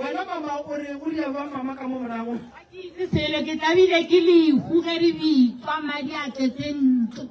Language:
Northern Sotho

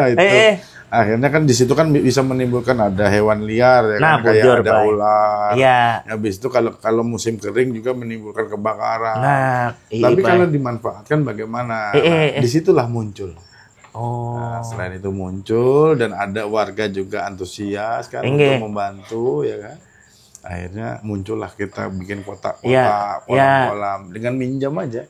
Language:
Banjar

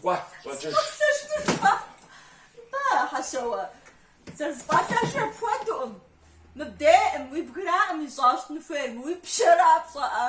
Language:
Kabardian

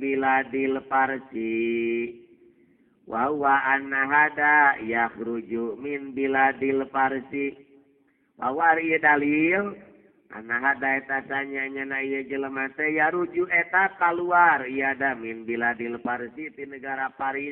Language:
Sundanese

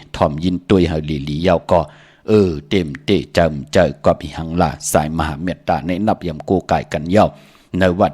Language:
Shan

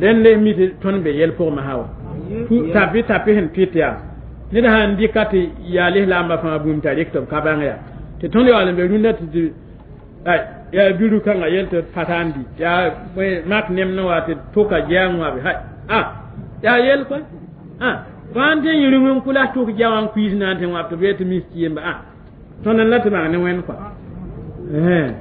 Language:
Mossi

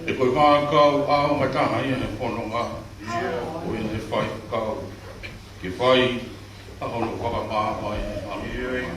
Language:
Tongan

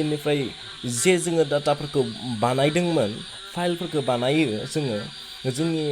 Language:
Bodo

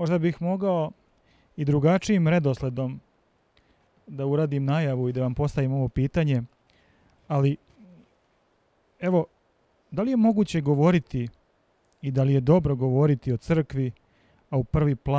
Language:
Serbian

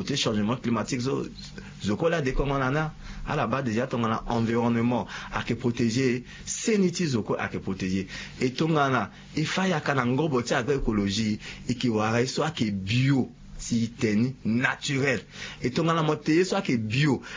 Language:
Sango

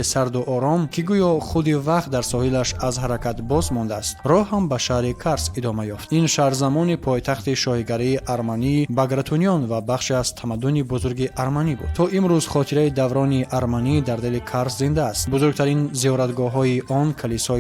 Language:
Tajik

